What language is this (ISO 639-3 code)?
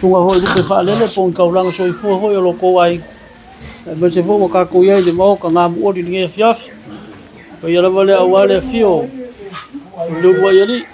smo